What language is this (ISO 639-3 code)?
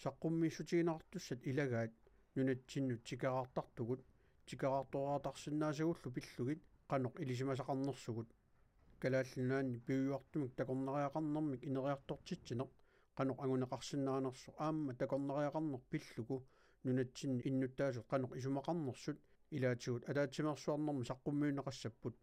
kal